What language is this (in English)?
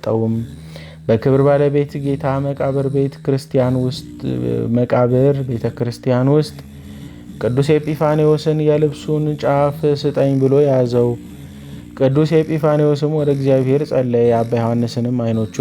Amharic